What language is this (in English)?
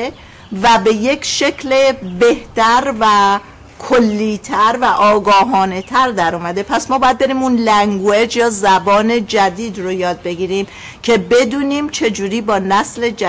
Persian